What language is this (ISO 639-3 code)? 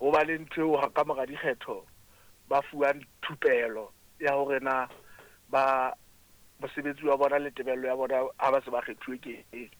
sot